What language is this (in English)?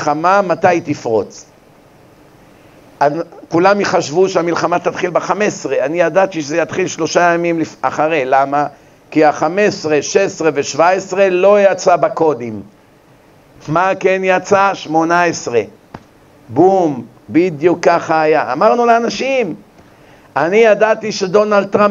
Hebrew